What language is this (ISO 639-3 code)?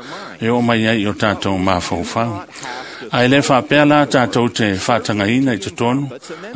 smo